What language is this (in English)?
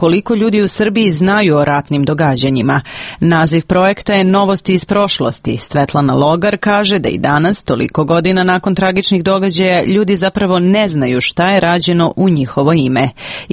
Serbian